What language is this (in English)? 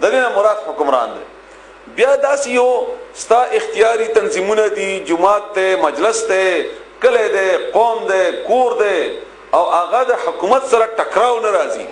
Pashto